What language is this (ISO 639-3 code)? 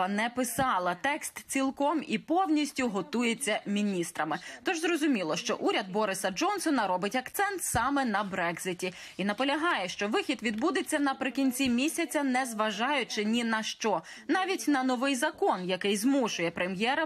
ukr